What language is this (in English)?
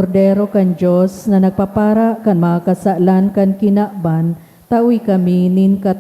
Bikol